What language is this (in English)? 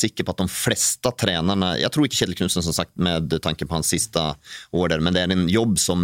Norwegian